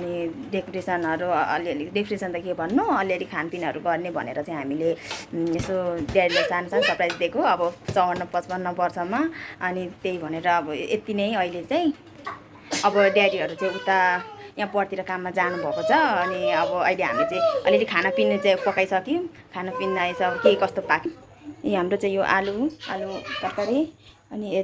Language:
Nepali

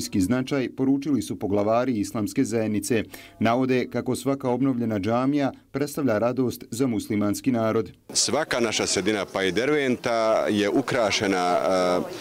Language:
Bosnian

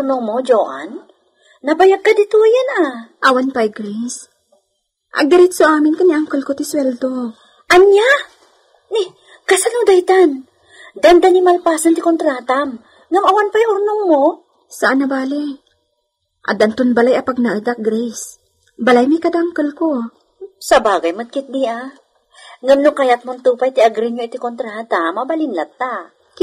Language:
Iloko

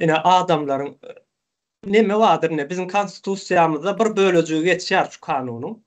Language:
Turkmen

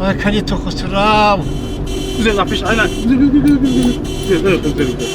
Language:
Tajik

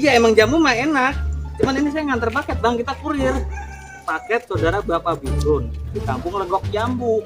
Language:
Betawi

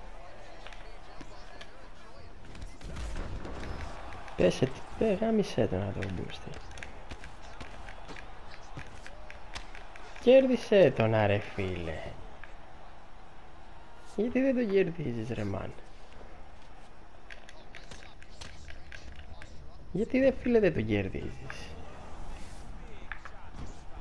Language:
Greek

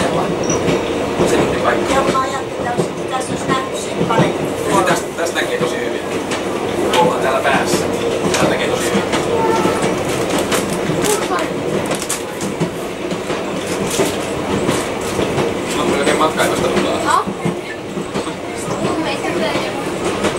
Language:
Finnish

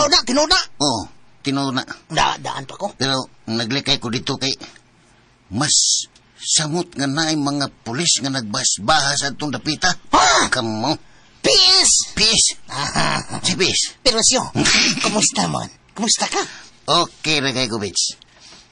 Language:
Cebuano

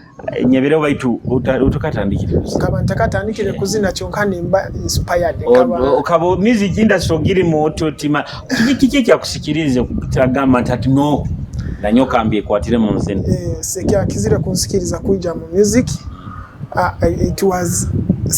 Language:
Nyoro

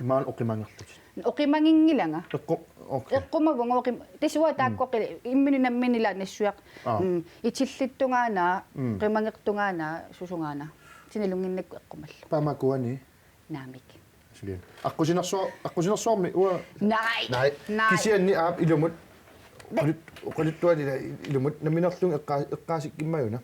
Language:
Kalaallisut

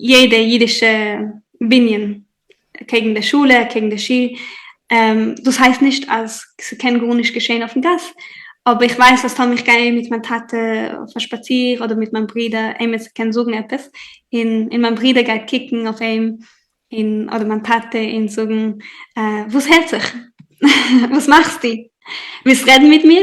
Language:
Yiddish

